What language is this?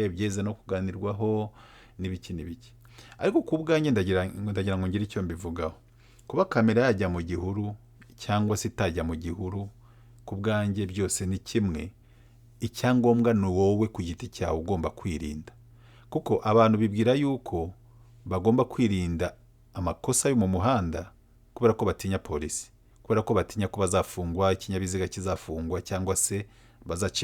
Kinyarwanda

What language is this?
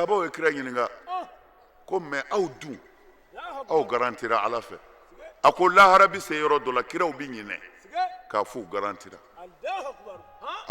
Bambara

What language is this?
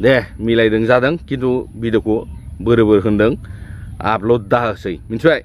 Bodo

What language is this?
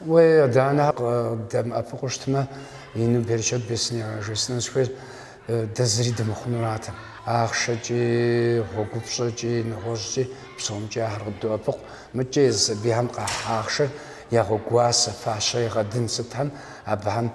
Kabardian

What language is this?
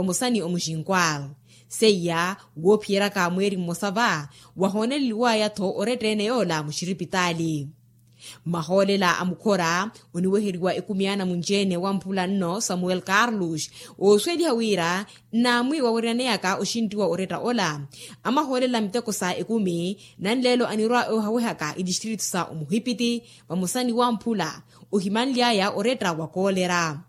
Makhuwa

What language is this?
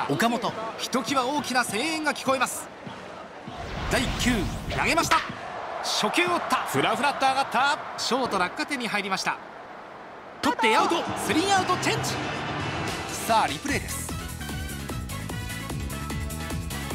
Japanese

